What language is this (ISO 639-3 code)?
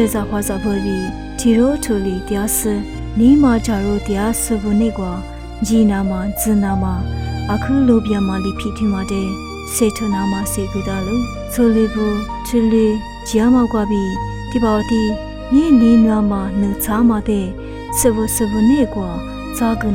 lis